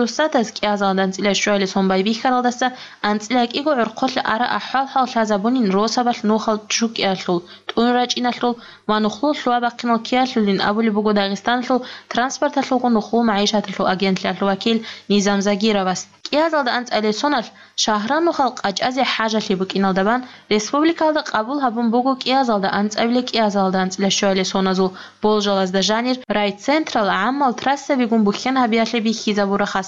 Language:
Avaric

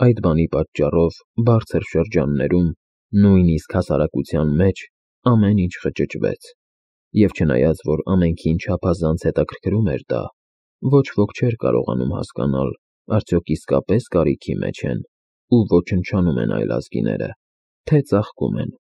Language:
Armenian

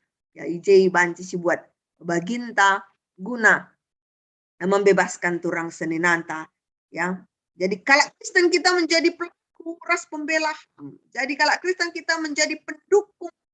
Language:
Batak Karo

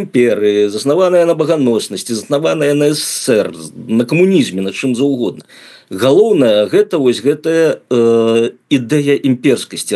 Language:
Belarusian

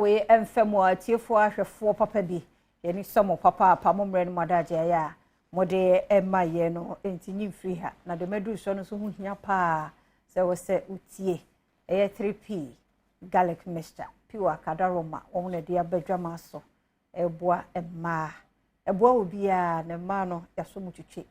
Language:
Akan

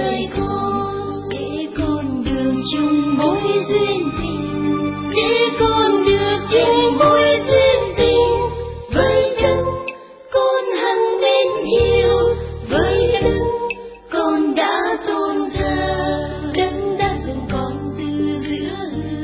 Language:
Vietnamese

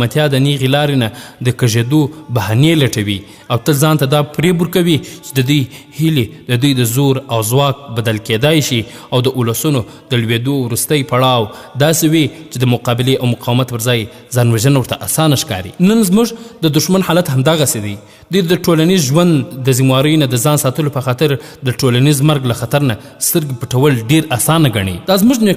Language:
Pashto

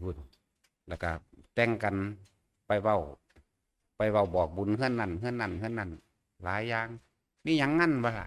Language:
Northeastern Thai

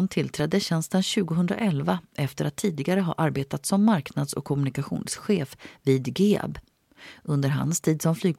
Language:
Swedish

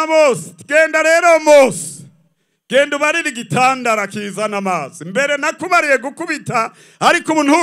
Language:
Rundi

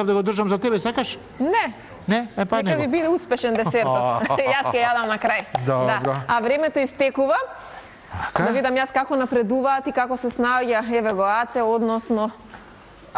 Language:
Macedonian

